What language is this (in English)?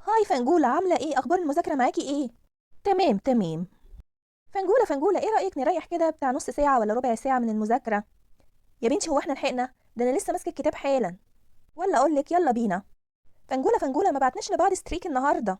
Egyptian Arabic